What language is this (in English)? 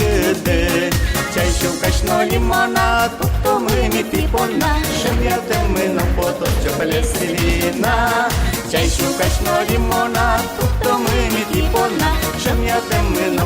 Udmurt